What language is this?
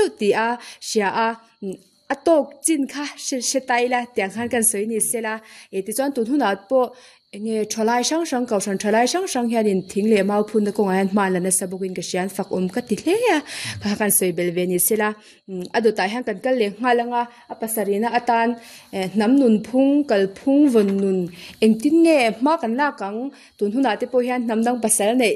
Mizo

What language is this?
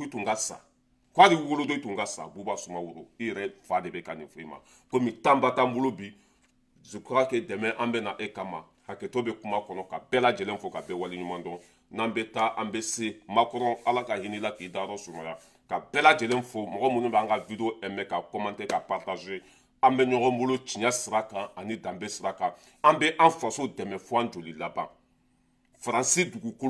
Bambara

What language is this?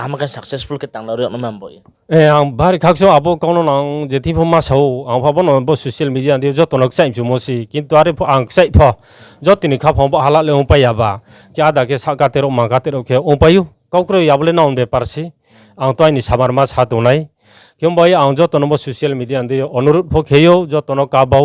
Riang (India)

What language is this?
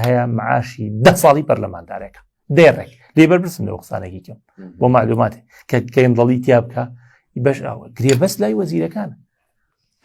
Central Kurdish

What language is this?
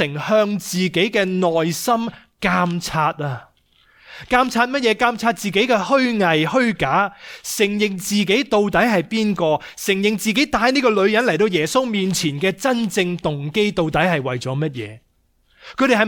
Cantonese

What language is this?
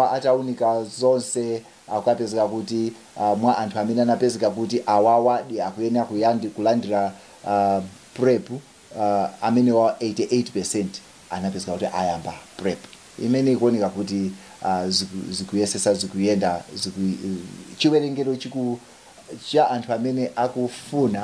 Nyanja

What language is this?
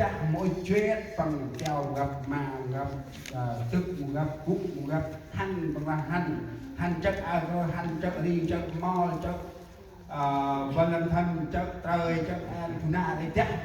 Central Mnong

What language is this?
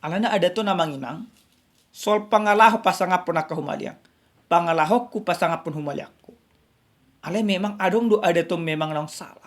Batak Toba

